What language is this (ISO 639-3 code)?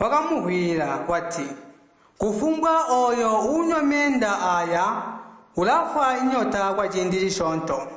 toi